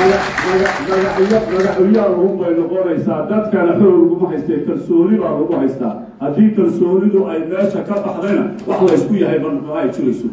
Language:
Somali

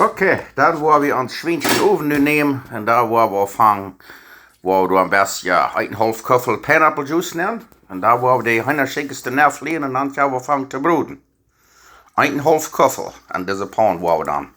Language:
Plautdietsch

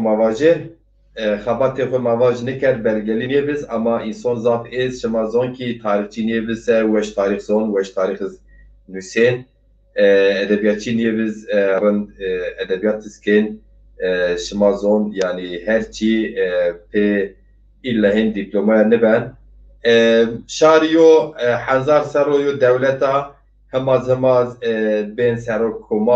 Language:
Zaza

